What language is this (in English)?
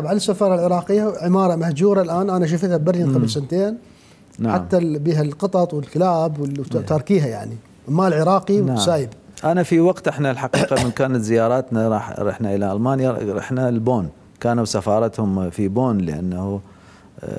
Mesopotamian Arabic